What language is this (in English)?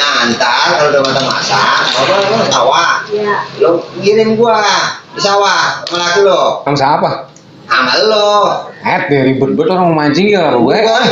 Betawi